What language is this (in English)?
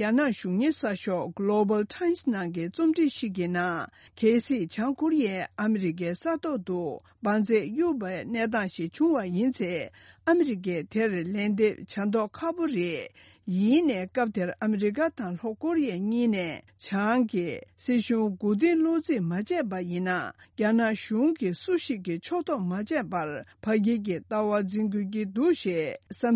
Tibetan